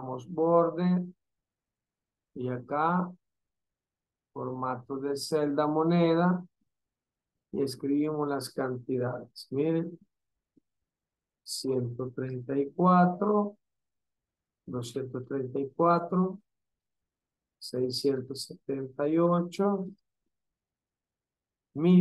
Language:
Spanish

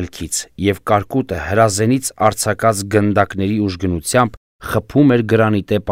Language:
Armenian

